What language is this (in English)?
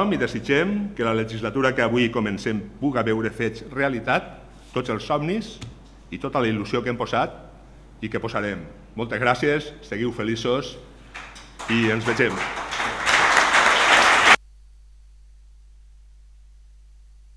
Catalan